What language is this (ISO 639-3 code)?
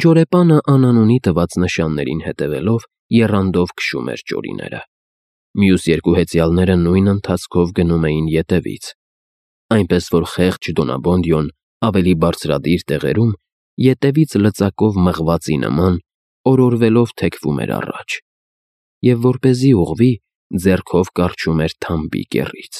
hye